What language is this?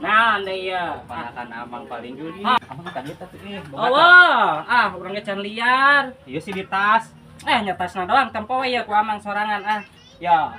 Sundanese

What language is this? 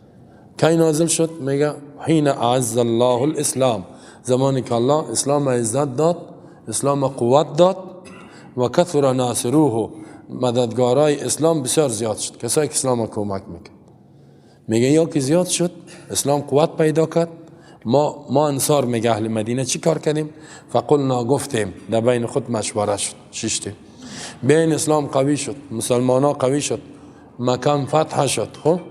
Persian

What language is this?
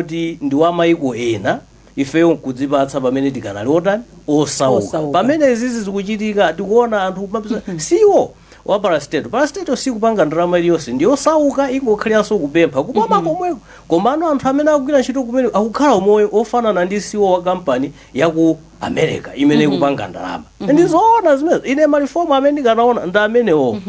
Nyanja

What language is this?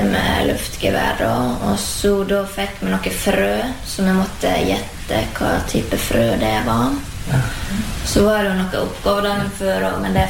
Norwegian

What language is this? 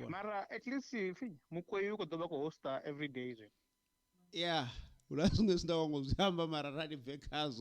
Venda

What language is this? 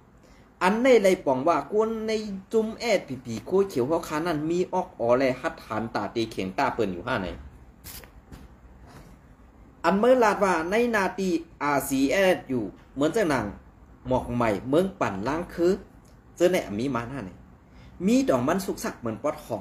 Shan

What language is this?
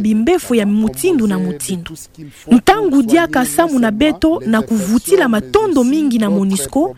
Kituba (Democratic Republic of Congo)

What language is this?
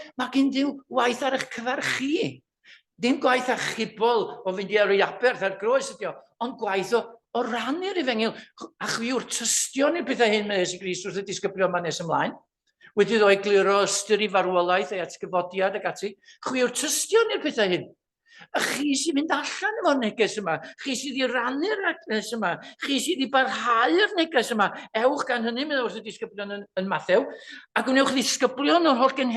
Welsh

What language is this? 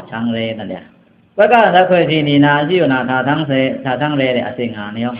Pa'o Karen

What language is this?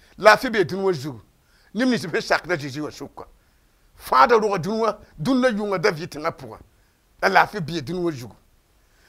Mossi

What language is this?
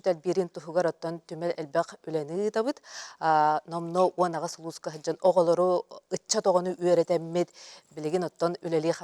Yakut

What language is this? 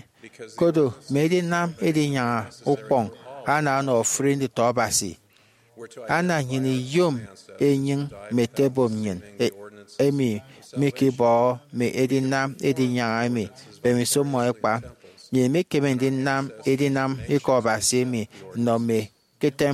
Efik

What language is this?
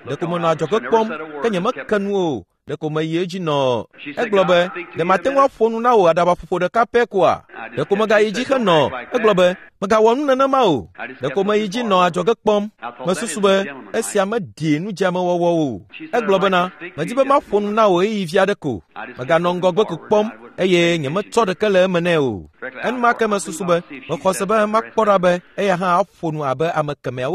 Ewe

